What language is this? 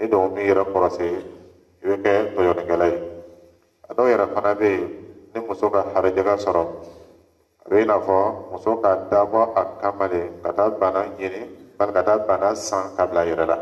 Dyula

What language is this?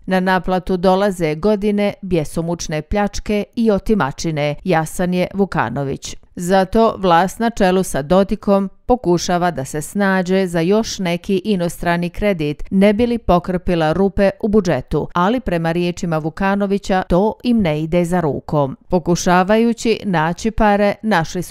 Bosnian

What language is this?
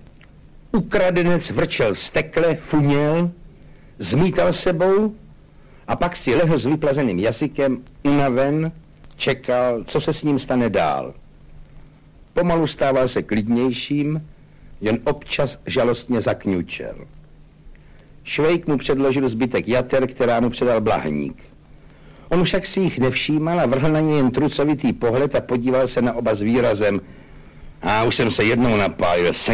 Czech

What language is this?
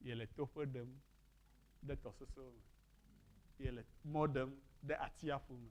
Ewe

